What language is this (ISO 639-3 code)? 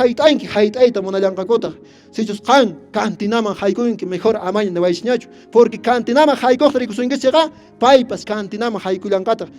que